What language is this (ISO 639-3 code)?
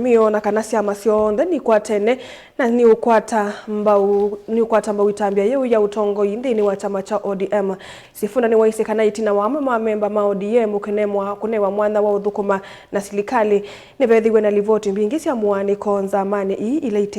kam